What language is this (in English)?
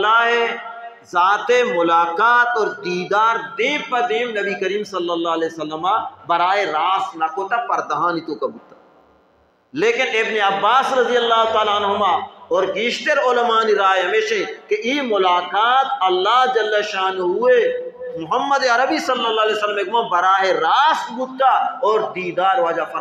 Baluchi